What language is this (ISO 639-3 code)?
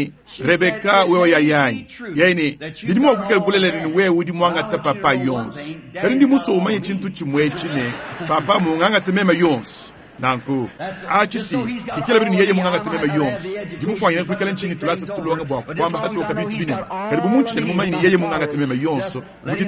lua